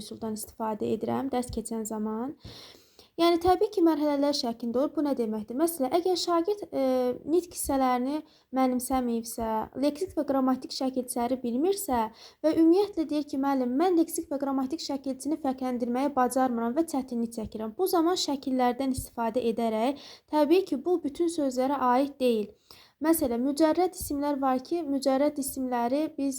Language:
Azerbaijani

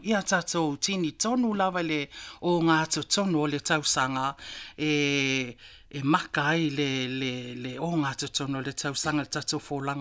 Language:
Samoan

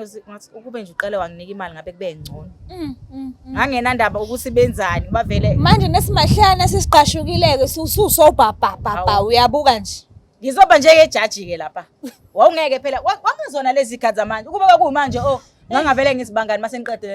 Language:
Zulu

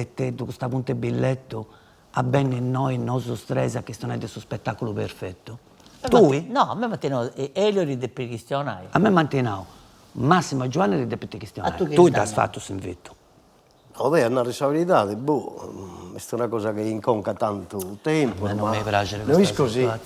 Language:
Sardinian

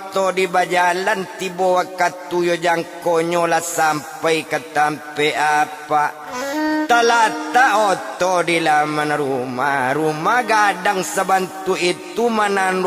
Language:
Minangkabau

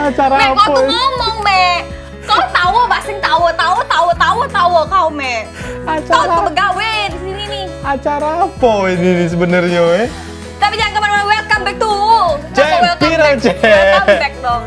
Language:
Musi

